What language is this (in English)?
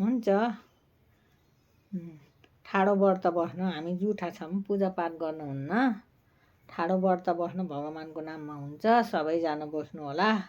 Nepali